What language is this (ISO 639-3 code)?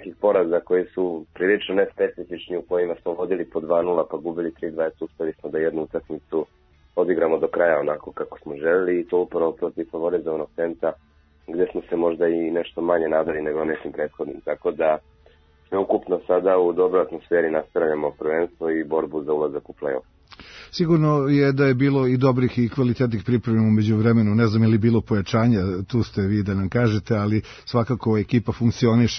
srp